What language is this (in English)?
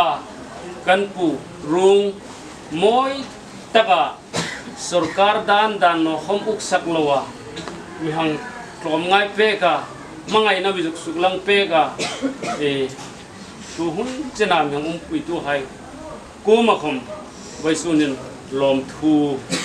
Hmar